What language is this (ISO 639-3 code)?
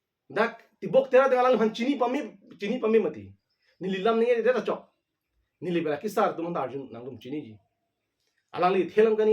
mjw